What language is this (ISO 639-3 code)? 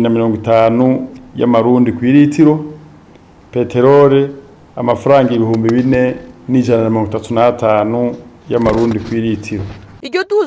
run